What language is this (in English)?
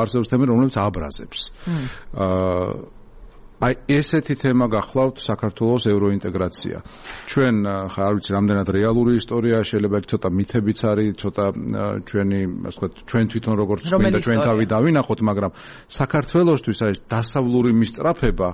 Georgian